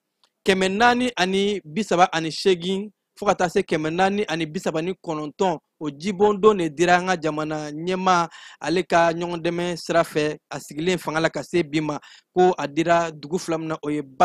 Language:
Bambara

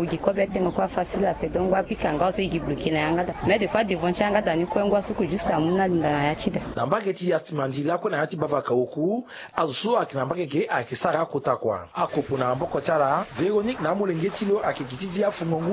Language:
Sango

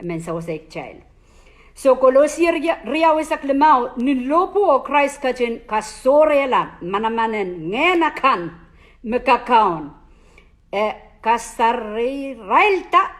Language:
Pohnpeian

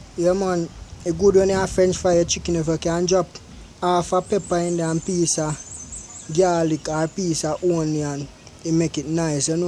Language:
Jamaican Creole English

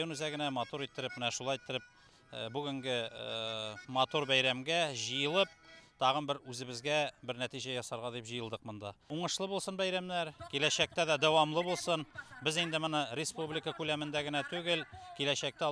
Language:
Tatar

